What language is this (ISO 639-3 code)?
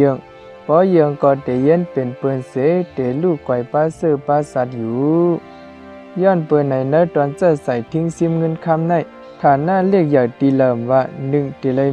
shn